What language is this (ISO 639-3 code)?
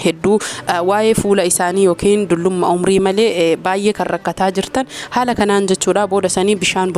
orm